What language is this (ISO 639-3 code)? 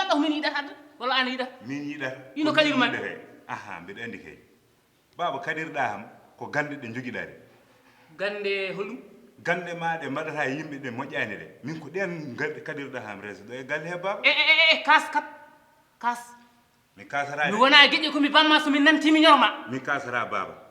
ful